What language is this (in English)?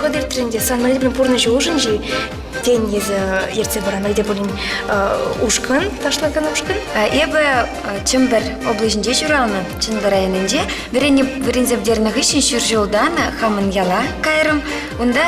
Chuvash